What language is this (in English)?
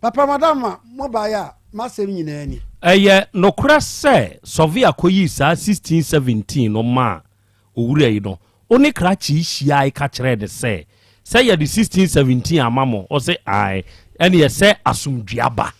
Akan